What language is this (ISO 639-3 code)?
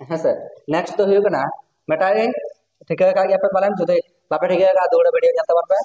sat